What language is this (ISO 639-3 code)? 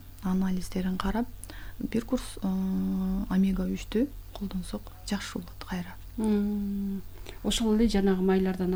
kir